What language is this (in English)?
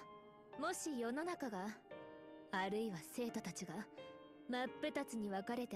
Japanese